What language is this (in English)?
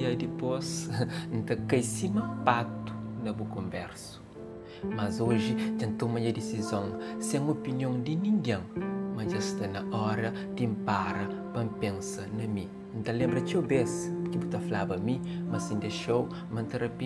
Kabuverdianu